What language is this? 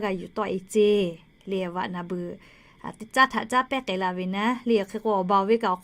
Lahu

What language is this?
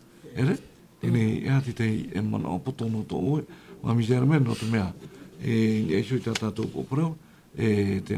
Tahitian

